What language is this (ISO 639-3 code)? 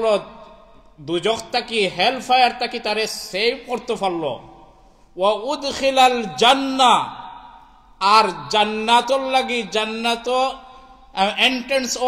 syl